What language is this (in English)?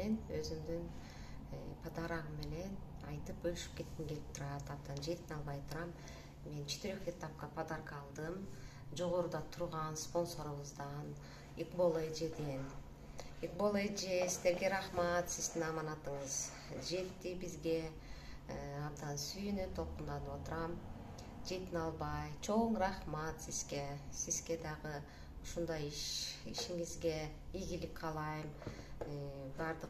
Kyrgyz